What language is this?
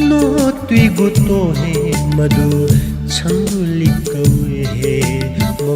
Newari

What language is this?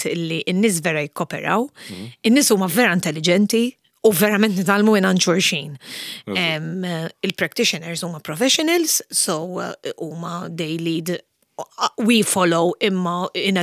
Maltese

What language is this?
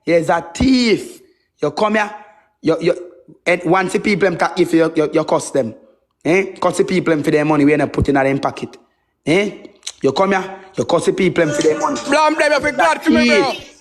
Jamaican Creole English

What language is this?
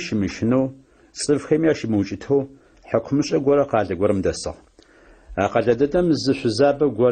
Adyghe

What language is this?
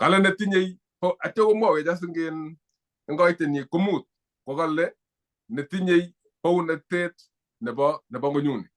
Kalenjin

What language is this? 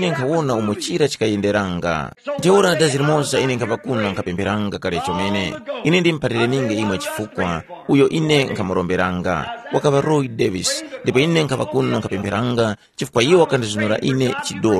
Tumbuka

